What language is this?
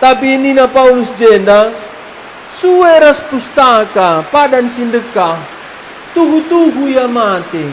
Batak Karo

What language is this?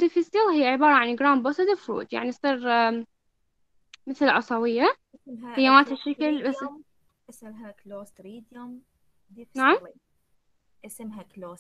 Mesopotamian Arabic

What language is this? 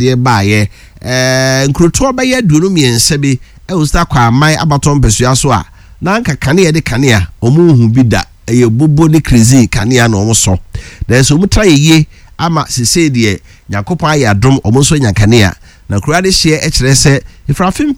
Akan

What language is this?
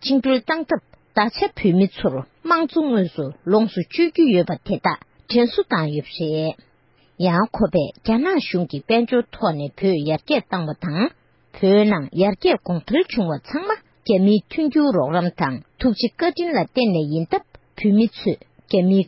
Tibetan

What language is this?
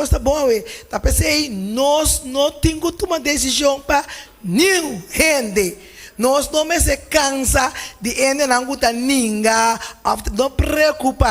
Papiamento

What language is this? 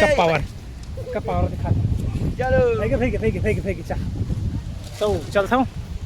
Chhattisgarhi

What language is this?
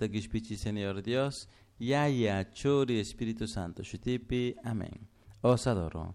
Chimborazo Highland Quichua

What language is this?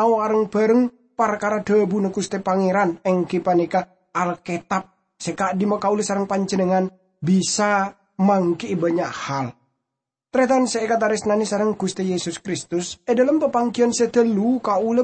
Madurese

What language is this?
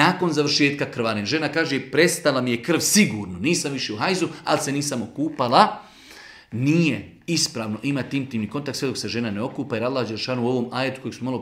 Bosnian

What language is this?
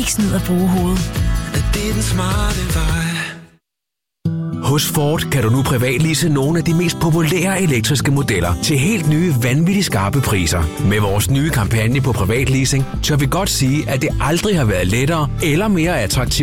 Danish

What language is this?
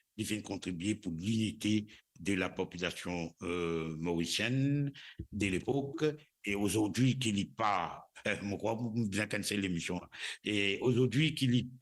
Morisyen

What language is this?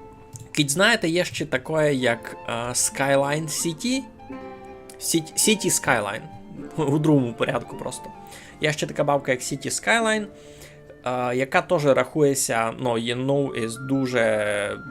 Rusyn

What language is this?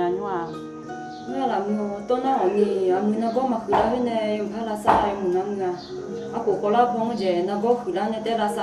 Akha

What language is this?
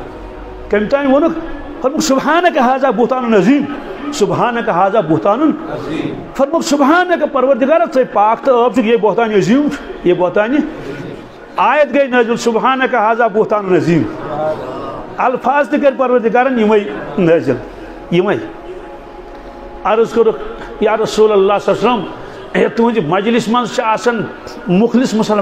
Kashmiri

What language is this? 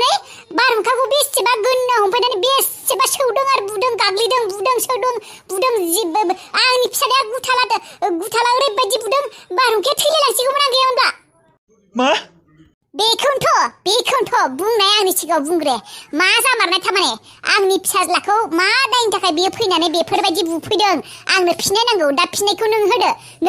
Bodo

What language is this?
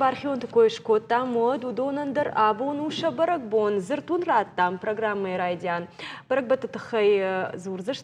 Ossetic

